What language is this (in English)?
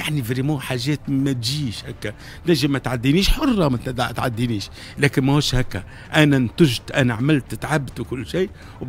Tunisian Arabic